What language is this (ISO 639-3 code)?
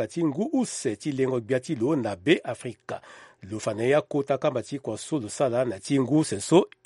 sag